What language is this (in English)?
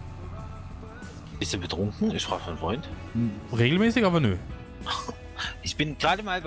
German